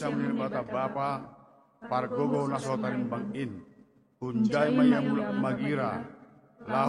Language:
Batak Simalungun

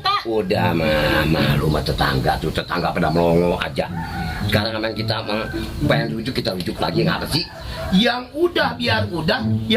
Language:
Betawi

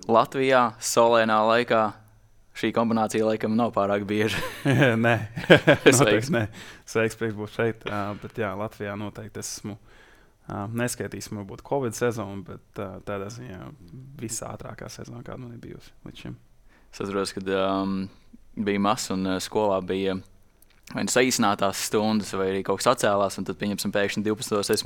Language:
Latvian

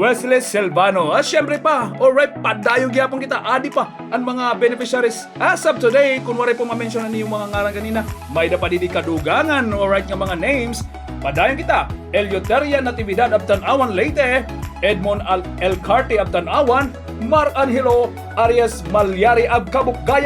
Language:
Waray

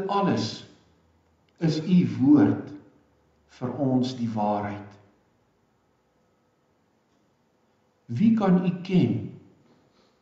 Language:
Afrikaans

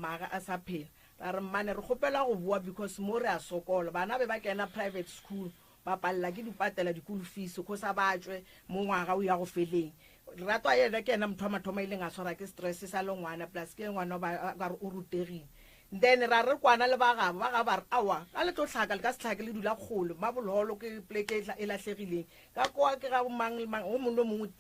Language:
Northern Sotho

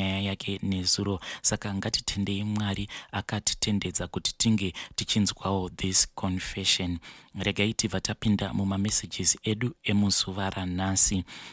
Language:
Shona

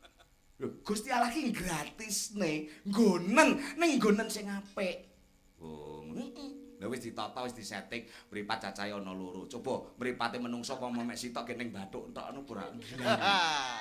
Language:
Javanese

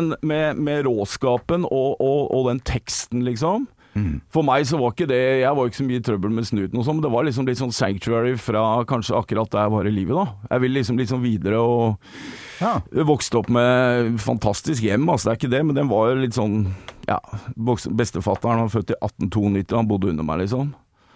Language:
Norwegian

